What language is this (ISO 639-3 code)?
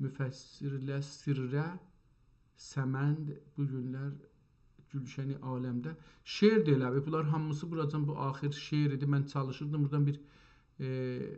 azb